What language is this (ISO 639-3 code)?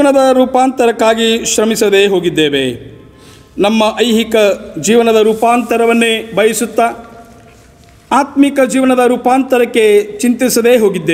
kan